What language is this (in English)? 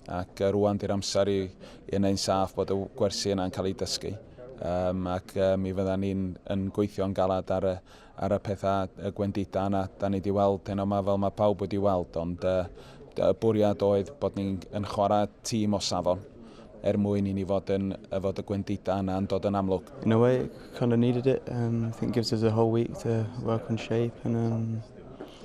Welsh